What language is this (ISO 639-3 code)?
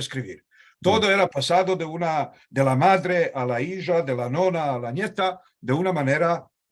lad